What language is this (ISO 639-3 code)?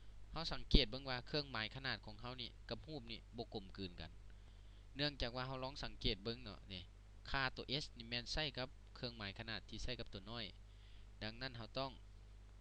lao